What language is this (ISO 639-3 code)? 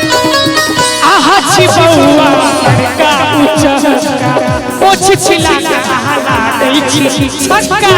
mai